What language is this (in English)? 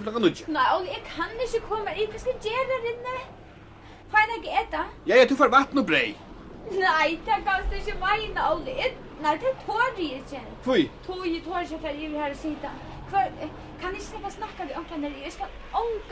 Faroese